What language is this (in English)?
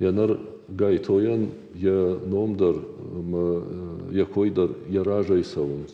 Ossetic